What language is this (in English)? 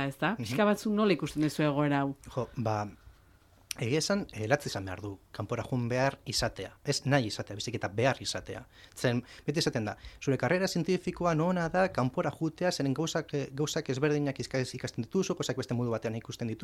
Basque